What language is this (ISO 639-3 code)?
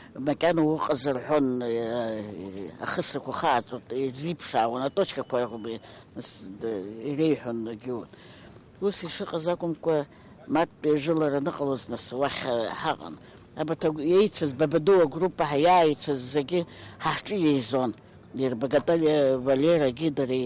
abk